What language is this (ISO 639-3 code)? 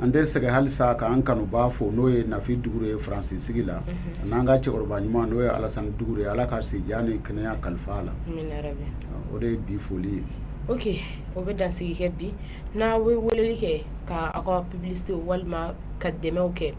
bam